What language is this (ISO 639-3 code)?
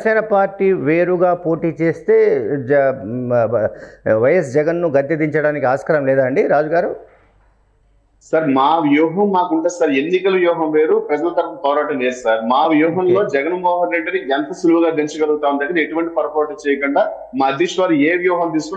tel